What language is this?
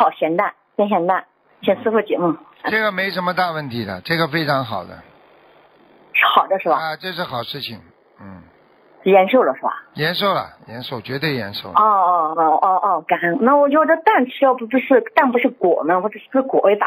Chinese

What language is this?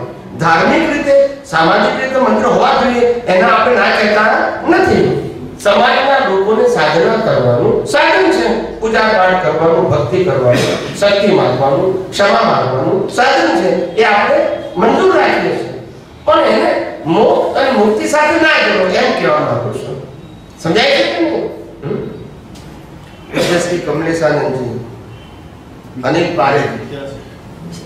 Gujarati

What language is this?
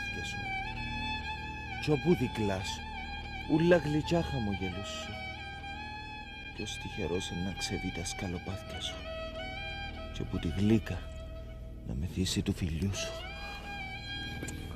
Greek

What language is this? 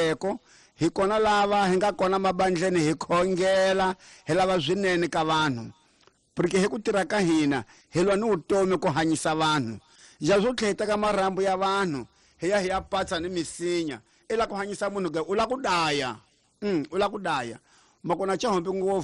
Tsonga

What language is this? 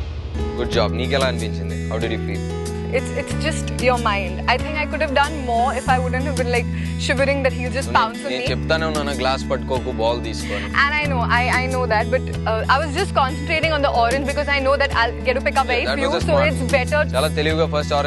Telugu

